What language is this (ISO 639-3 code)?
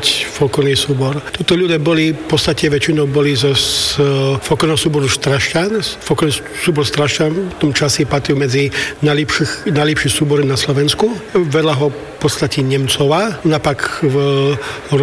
slk